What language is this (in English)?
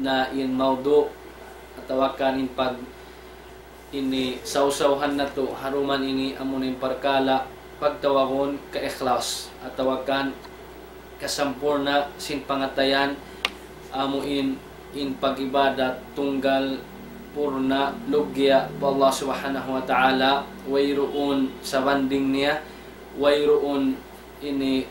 Tausug